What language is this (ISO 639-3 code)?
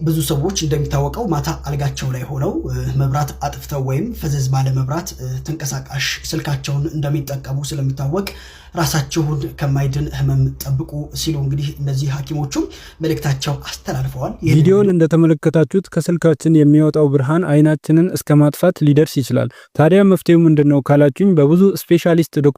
amh